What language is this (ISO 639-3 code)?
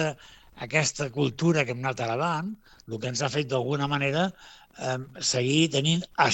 cat